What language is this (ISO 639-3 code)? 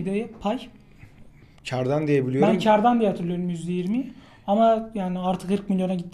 tur